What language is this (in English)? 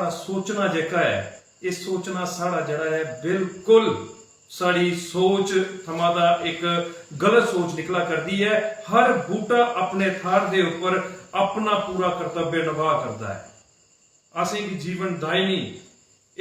Dogri